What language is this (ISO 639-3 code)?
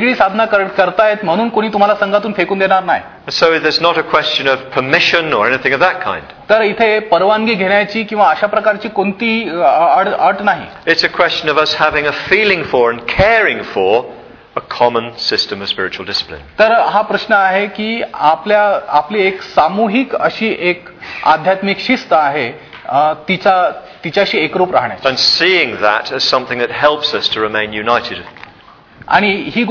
mar